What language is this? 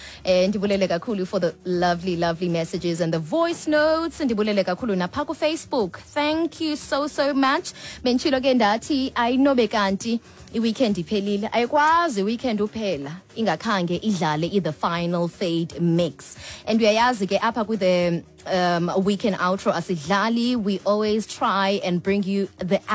Xhosa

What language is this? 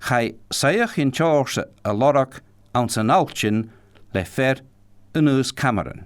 Scottish Gaelic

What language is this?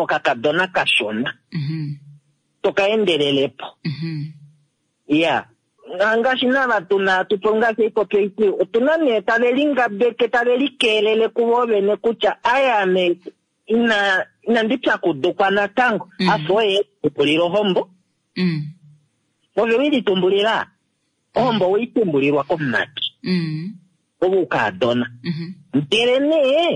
Kuanyama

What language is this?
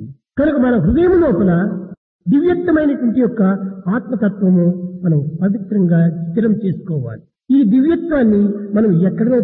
Telugu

